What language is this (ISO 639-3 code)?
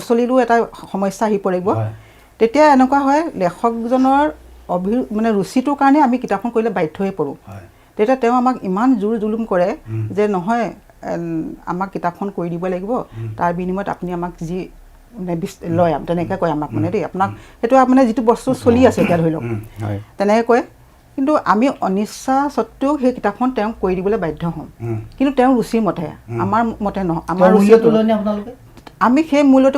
asm